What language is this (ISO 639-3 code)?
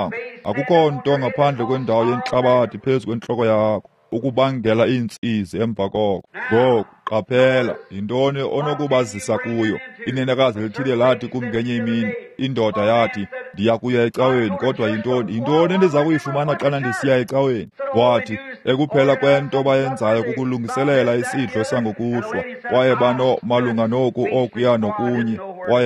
xho